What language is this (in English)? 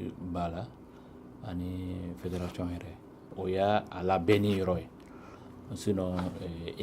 Bambara